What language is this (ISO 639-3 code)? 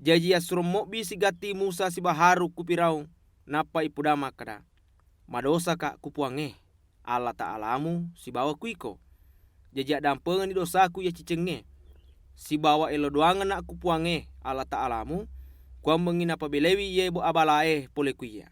bug